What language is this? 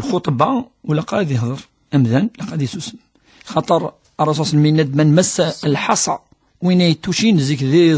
Kabyle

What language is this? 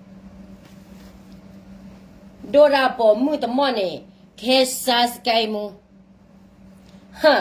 S'gaw Karen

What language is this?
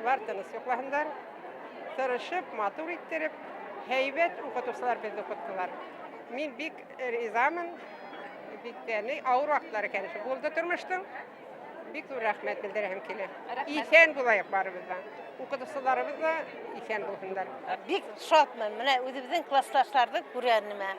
Bashkir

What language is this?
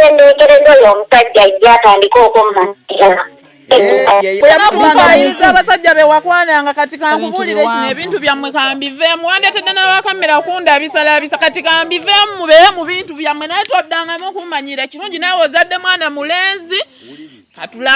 Ganda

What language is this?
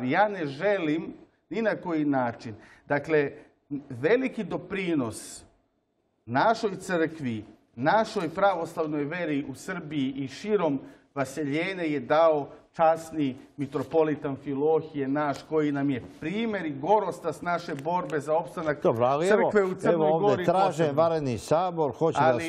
Serbian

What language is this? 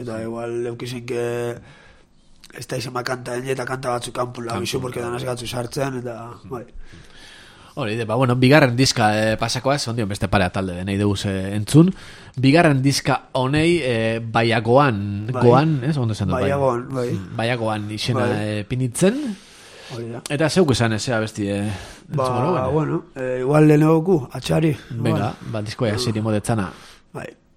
Basque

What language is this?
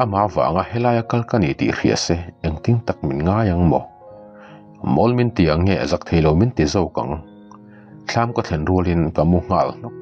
Mizo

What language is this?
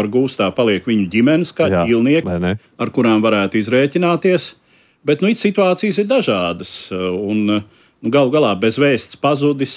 Latvian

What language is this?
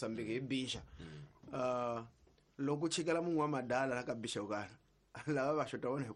Tsonga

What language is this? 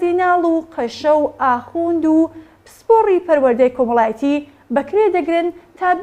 Central Kurdish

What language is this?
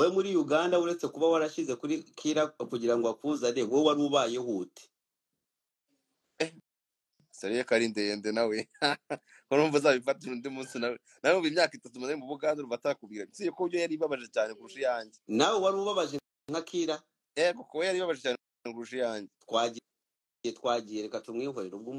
Kinyarwanda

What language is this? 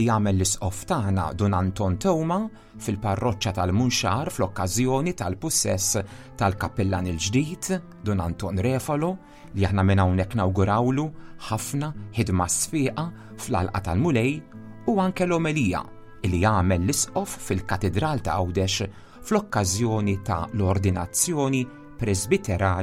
Maltese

